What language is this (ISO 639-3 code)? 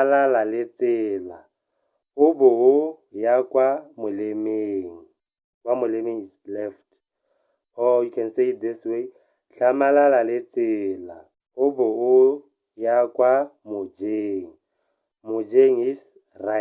tsn